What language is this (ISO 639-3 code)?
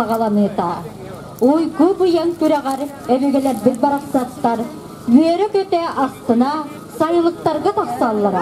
sah